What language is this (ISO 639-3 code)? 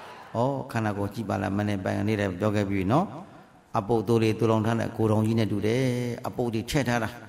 mya